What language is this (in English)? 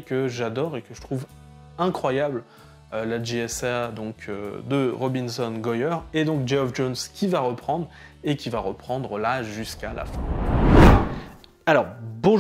French